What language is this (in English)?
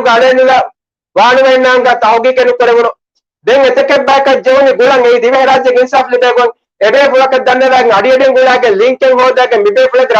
Divehi